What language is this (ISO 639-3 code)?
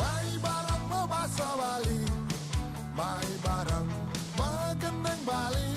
ban